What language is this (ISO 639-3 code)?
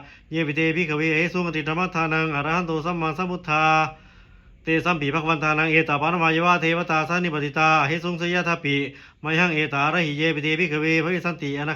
pli